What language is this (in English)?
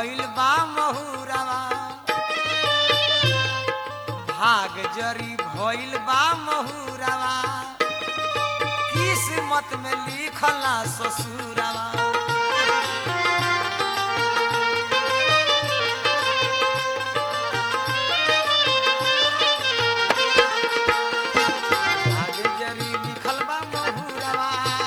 Bhojpuri